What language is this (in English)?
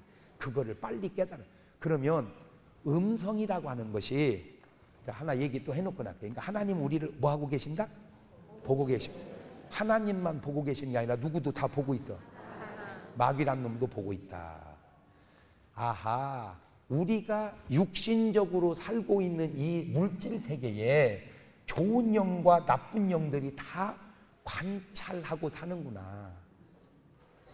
Korean